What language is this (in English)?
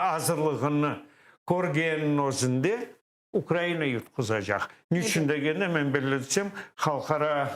Crimean Tatar